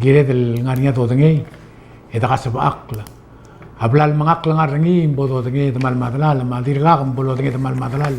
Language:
Palauan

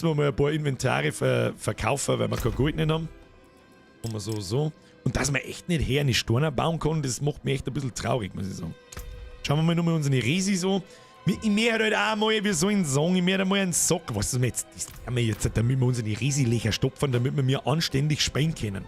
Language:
Bavarian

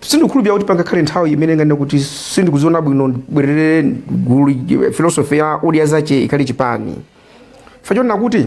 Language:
Nyanja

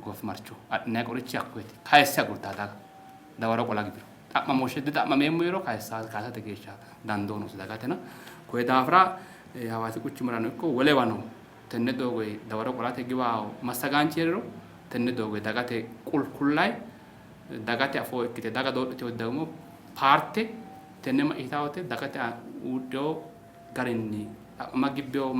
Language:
Sidamo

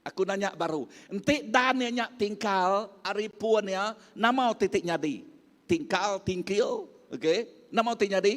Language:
Iban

